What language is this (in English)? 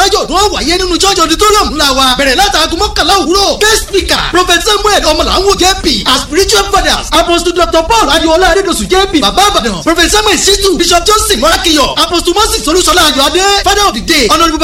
Yoruba